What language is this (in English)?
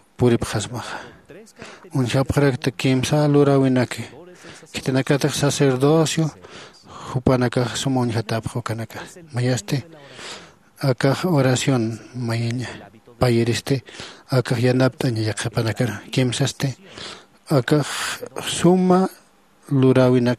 Aymara